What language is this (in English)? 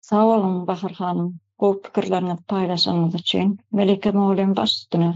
Turkmen